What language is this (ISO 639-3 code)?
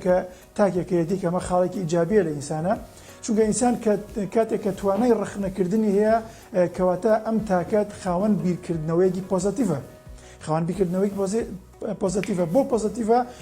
ckb